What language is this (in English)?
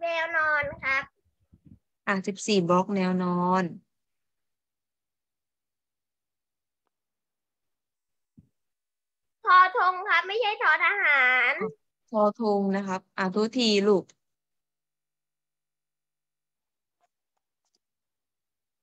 Thai